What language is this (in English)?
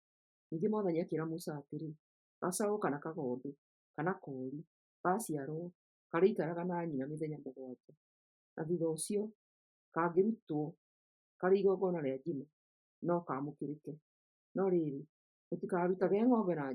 Kikuyu